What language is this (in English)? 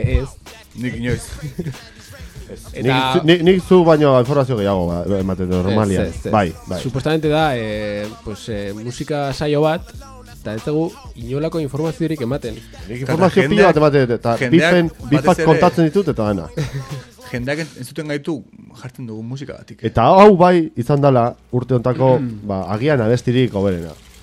Basque